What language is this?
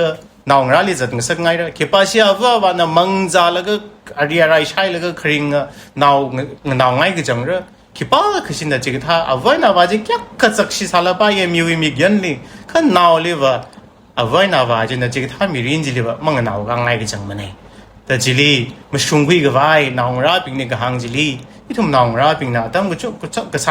Tangkhul Naga (India)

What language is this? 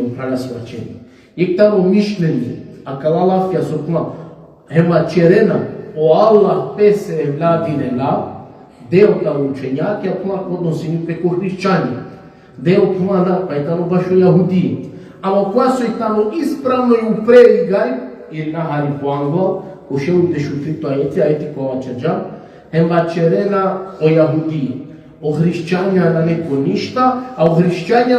Balkan Romani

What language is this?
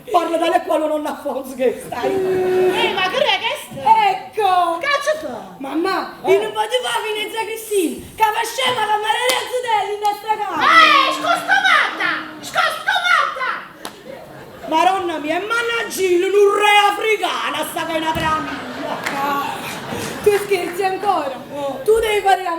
Neapolitan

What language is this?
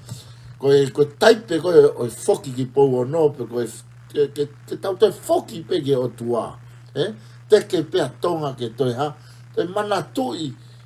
Tongan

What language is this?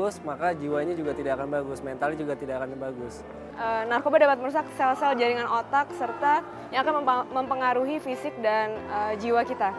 Indonesian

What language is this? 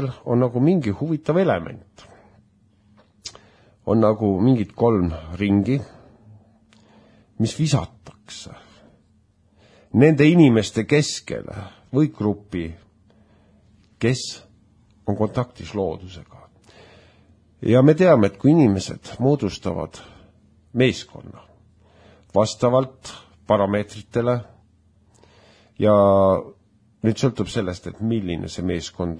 Estonian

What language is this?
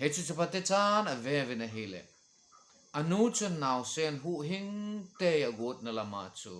Thado Chin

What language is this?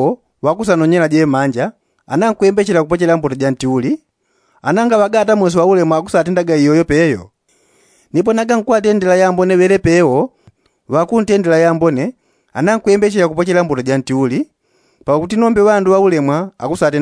Yao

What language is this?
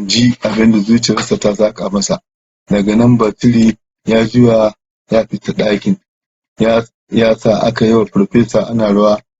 Hausa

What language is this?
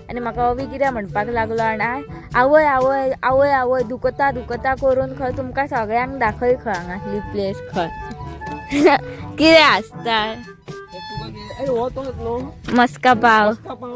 Konkani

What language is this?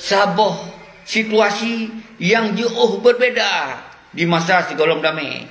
Achinese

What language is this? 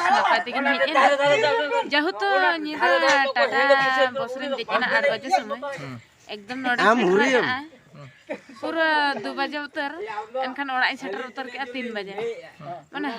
Santali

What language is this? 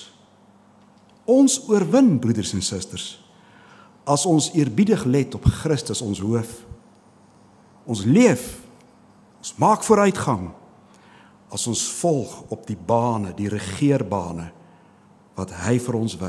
Afrikaans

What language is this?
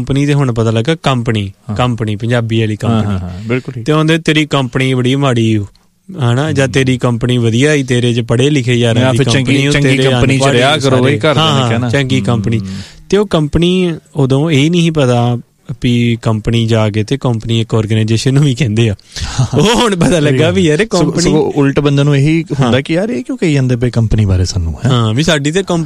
Punjabi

